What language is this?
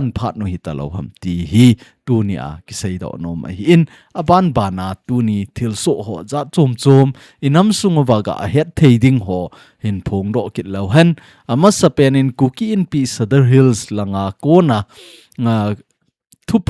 Thado Chin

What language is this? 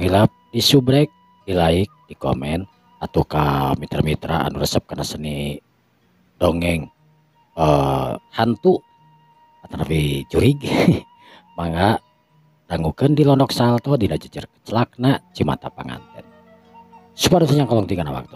Sundanese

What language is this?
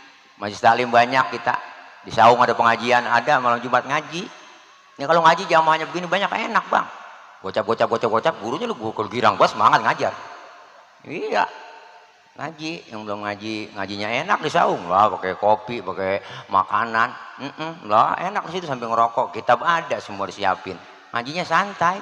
Betawi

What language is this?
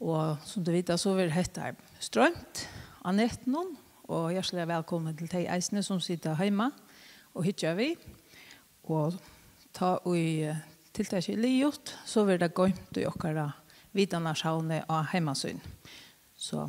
Faroese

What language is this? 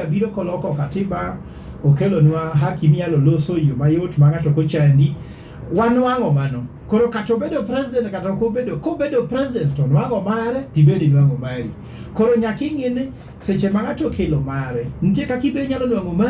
Luo (Kenya and Tanzania)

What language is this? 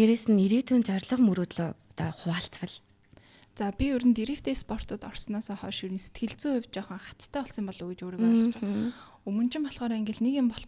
Mongolian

